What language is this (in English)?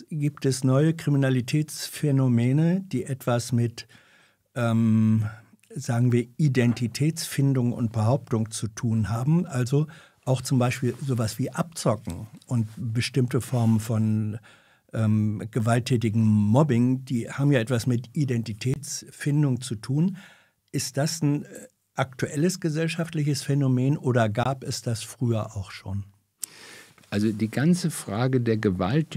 German